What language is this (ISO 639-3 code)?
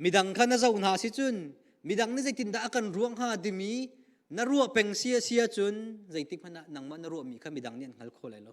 cnh